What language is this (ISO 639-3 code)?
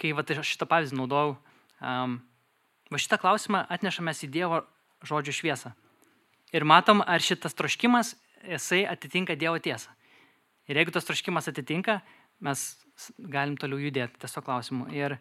lit